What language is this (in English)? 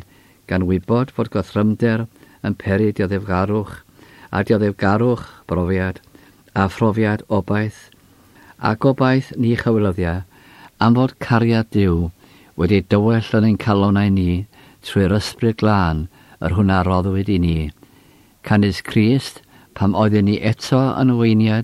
Welsh